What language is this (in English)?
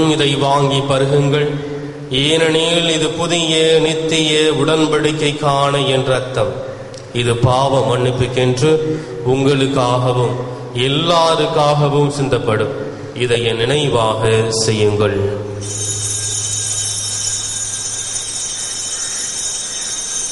Tamil